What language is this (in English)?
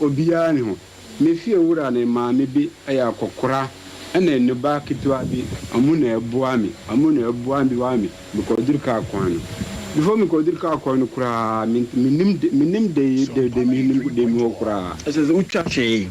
Akan